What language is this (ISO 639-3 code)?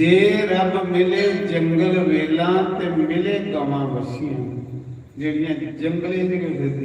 doi